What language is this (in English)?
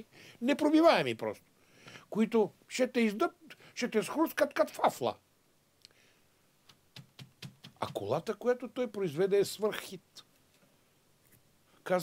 Bulgarian